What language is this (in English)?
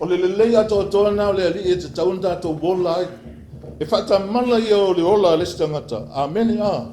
Samoan